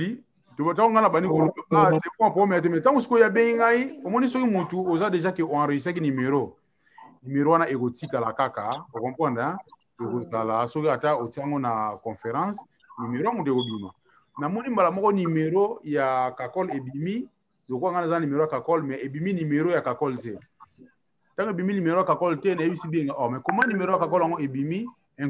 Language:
Lingala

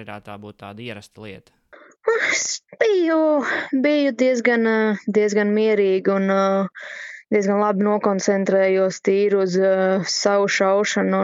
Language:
Latvian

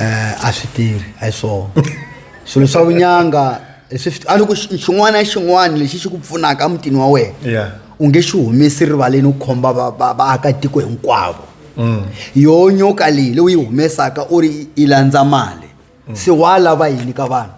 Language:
Tsonga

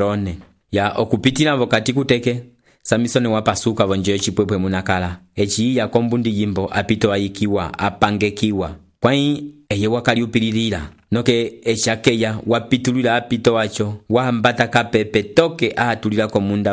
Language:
Umbundu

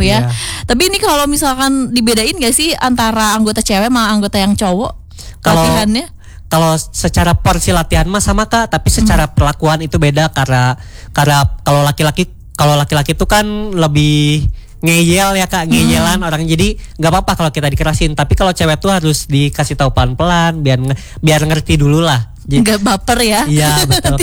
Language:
Indonesian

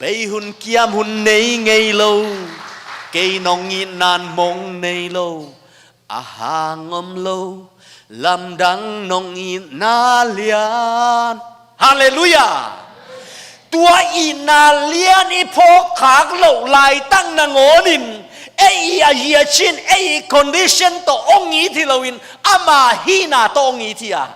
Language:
Tedim Chin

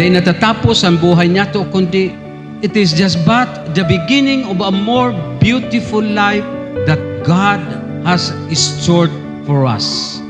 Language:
Bikol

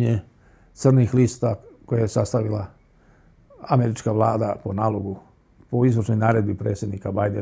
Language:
Croatian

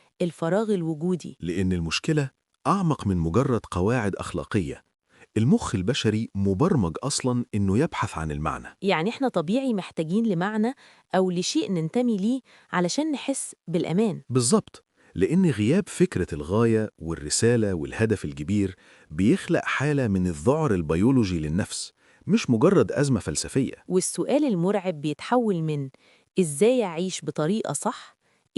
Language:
Egyptian Arabic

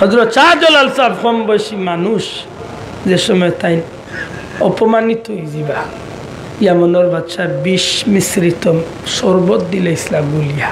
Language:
Sylheti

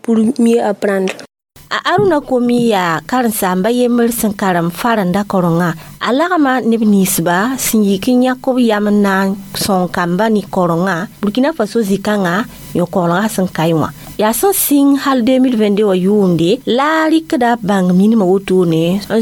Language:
Mossi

